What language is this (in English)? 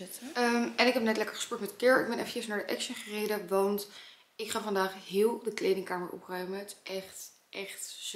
Dutch